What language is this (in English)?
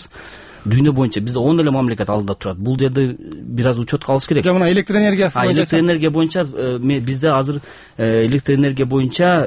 Kyrgyz